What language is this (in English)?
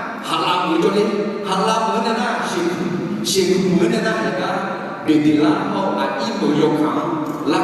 Akha